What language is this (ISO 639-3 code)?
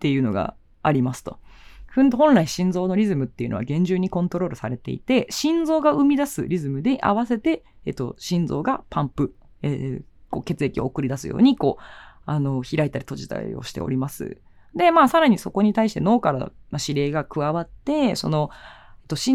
jpn